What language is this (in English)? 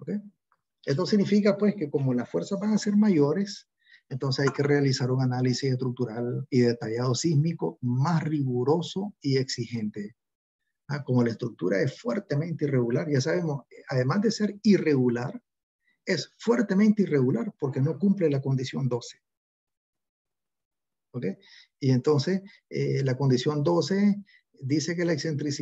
Spanish